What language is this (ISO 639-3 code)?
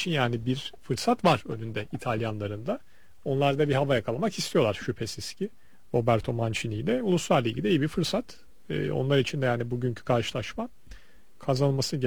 tur